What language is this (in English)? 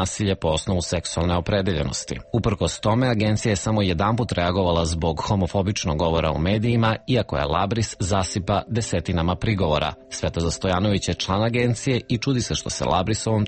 Serbian